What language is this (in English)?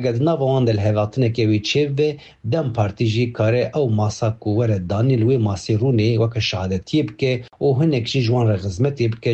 Kurdish